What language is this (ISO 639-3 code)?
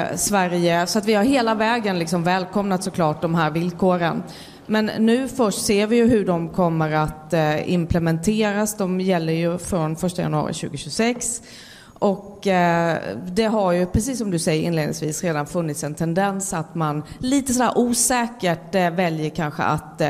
swe